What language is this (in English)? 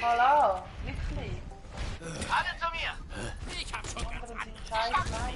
Swiss German